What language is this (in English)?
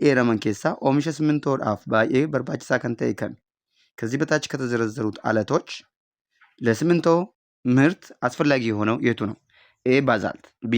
Oromo